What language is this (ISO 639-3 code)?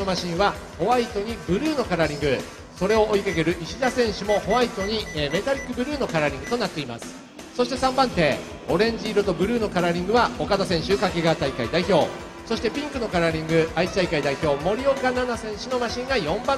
jpn